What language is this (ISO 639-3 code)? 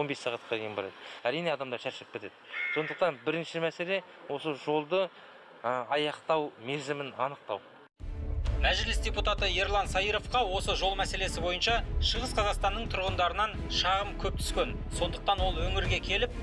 kaz